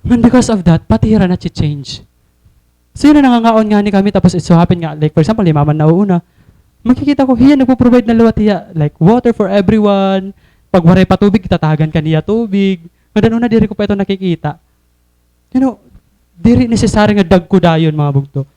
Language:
Waray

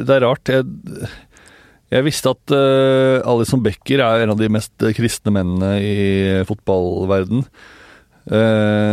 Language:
Norwegian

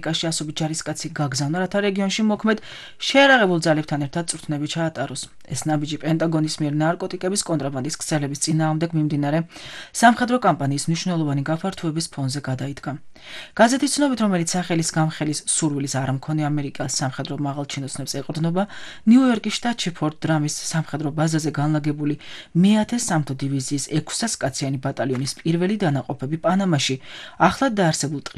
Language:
Georgian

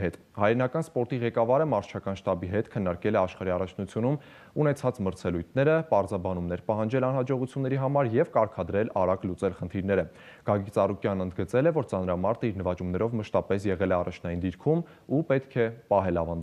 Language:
Armenian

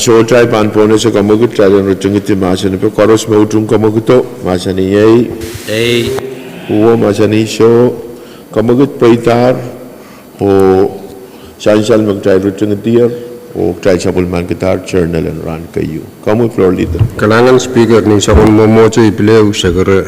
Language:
Pohnpeian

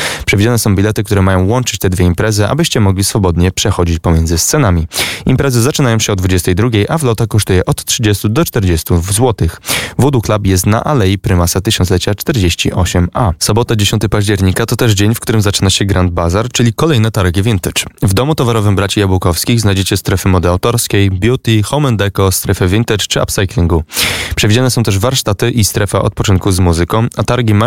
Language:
Polish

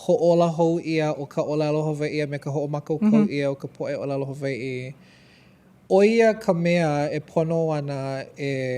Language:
Hawaiian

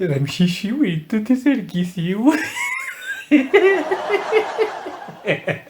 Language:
Kabyle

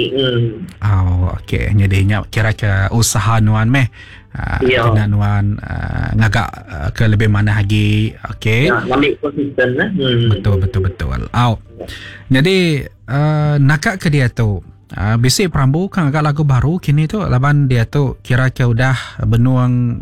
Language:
Iban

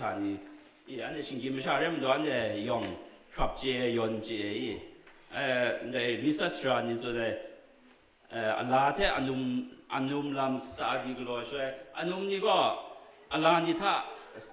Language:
Kachin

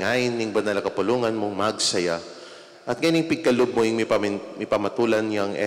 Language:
Pampanga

